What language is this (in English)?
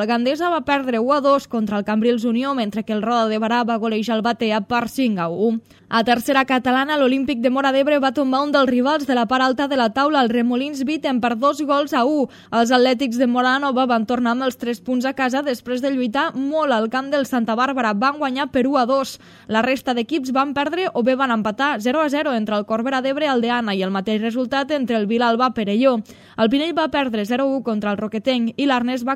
Catalan